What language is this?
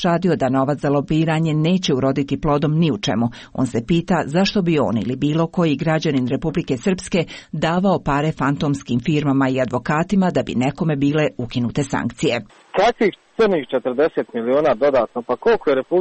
Croatian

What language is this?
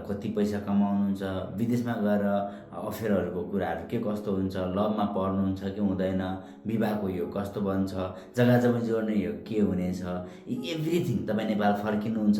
Nepali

